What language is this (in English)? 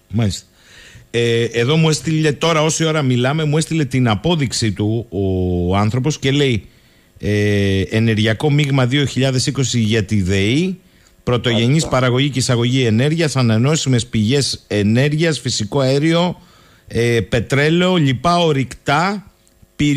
Greek